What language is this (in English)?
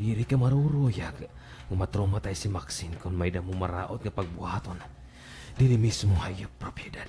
Waray